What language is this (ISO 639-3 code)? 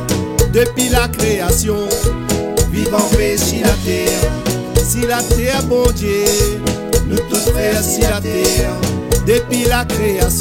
rcf